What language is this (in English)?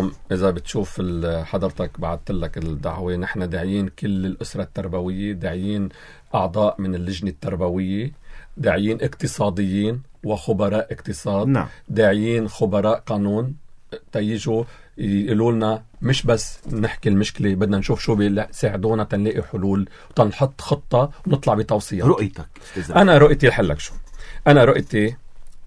North Levantine Arabic